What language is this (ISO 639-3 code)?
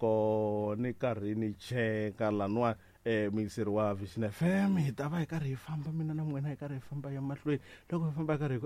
tso